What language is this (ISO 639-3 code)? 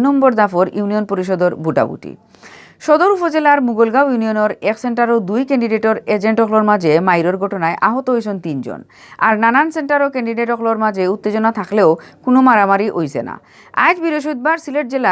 syl